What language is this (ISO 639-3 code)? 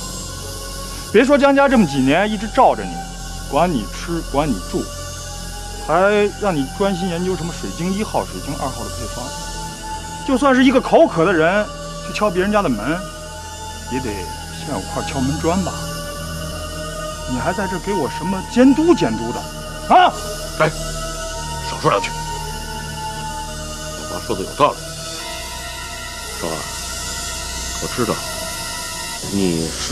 zho